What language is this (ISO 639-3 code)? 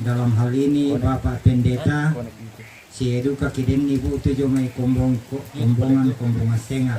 sda